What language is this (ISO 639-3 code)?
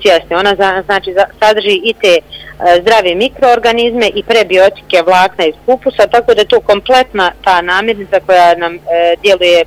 bos